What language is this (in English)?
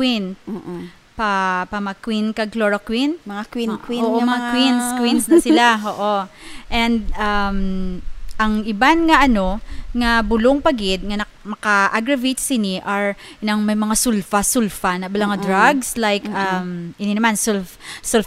Hiligaynon